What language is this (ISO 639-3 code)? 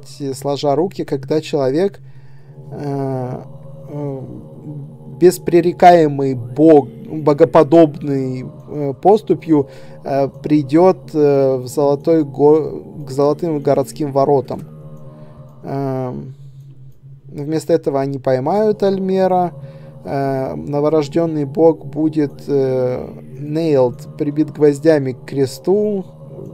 rus